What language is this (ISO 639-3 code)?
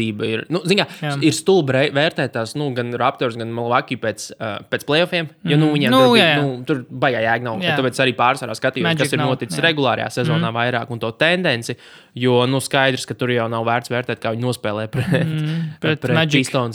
lav